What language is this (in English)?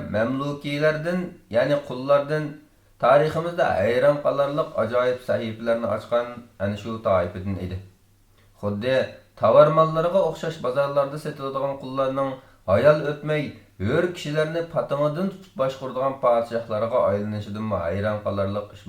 Uyghur